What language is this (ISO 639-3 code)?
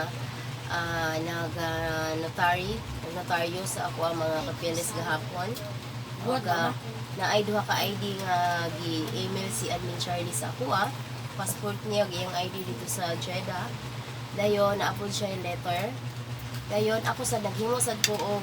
ceb